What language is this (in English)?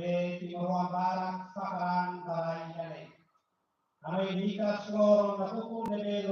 Tetum